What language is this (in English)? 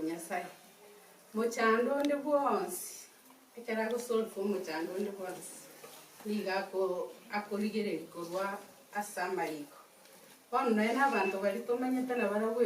Gusii